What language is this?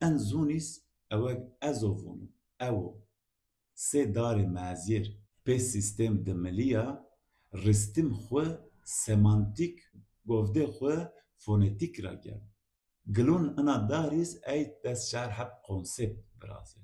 Zaza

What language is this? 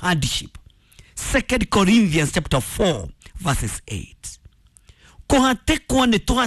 Kikuyu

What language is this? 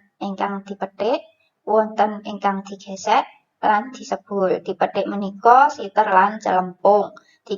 Javanese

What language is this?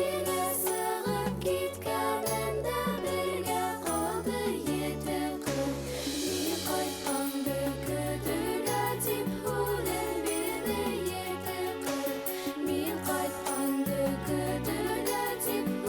Bashkir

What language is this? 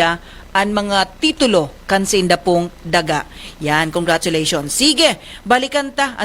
Bikol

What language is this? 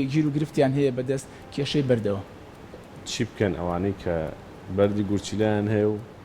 Central Kurdish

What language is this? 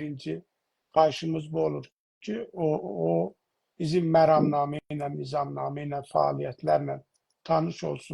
South Azerbaijani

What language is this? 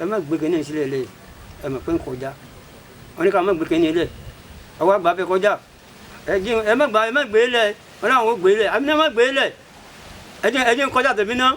Yoruba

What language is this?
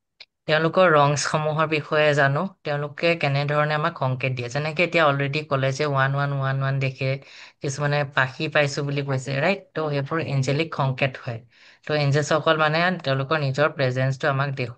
Assamese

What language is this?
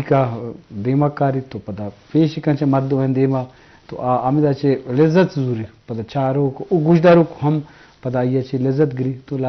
Eastern Balochi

